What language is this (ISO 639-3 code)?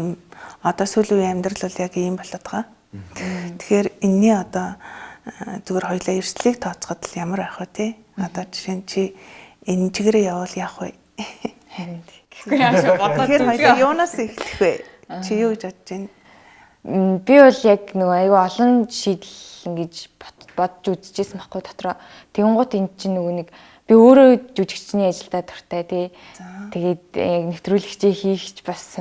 mon